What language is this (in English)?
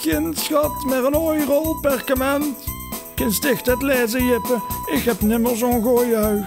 Limburgish